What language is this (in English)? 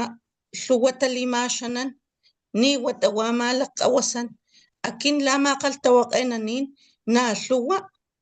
Papantla Totonac